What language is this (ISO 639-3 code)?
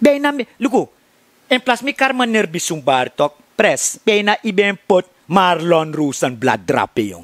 srn